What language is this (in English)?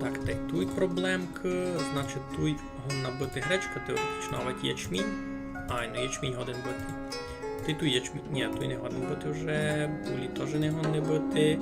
Rusyn